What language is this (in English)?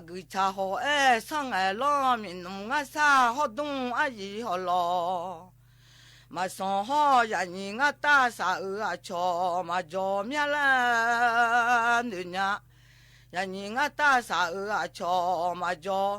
Akha